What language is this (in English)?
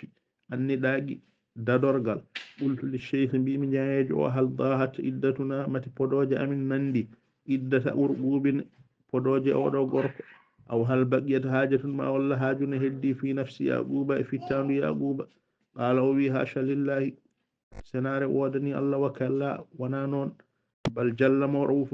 Fula